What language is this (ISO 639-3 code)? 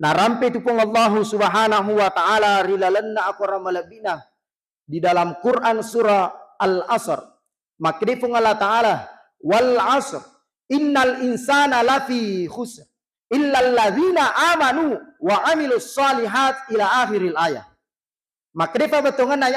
bug